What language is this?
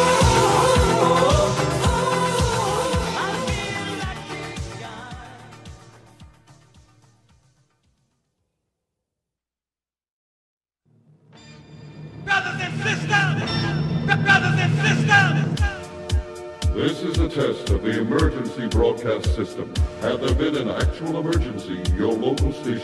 English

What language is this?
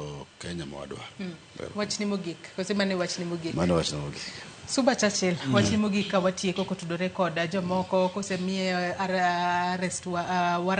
Luo (Kenya and Tanzania)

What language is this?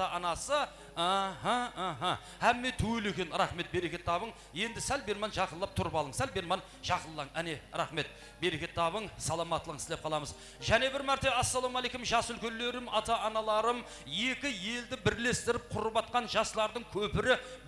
Kara-Kalpak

